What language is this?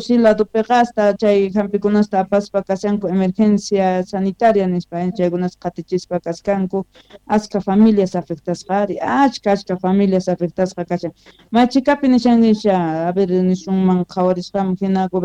South Bolivian Quechua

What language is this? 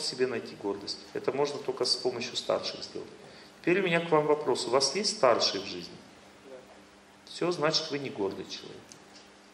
Russian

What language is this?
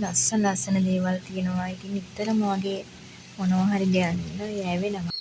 Sinhala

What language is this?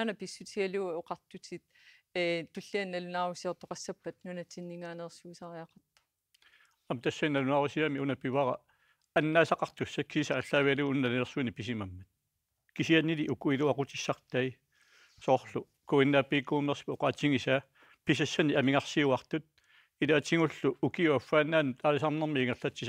Kalaallisut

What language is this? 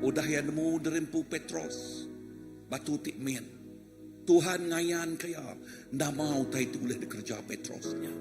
Iban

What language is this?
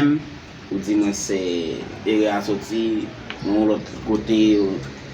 Haitian Creole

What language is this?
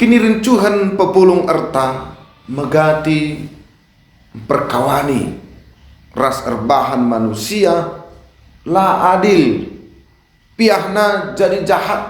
Batak Karo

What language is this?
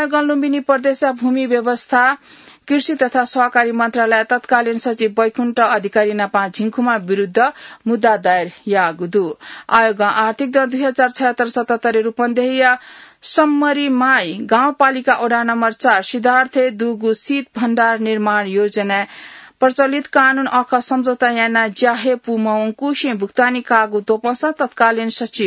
Newari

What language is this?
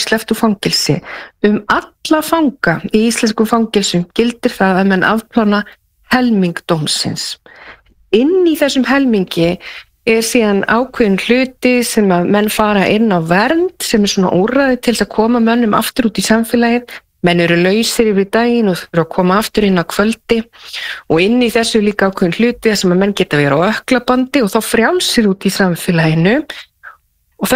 Icelandic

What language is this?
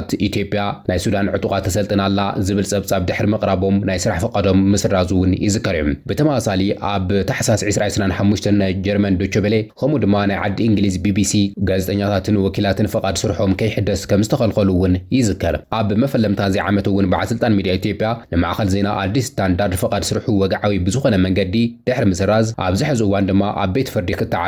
Tigrinya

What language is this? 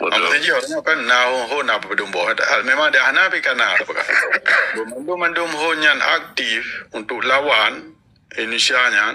Achinese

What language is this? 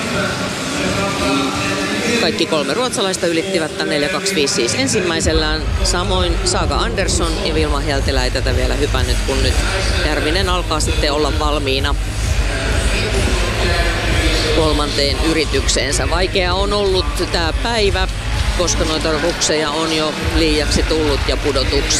Finnish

